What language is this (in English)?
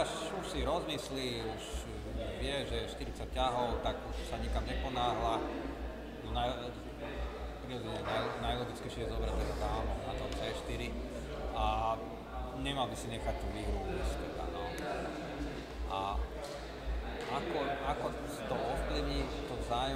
Slovak